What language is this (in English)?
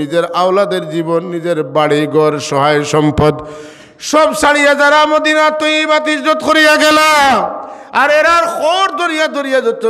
Sylheti